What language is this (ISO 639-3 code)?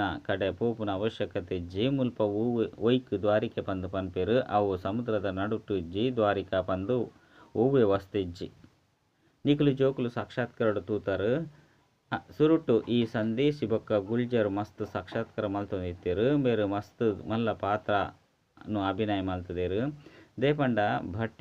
tcy